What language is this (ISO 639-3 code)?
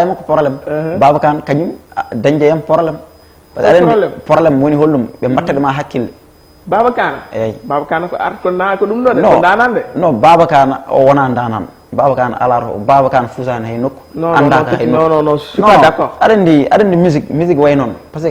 ful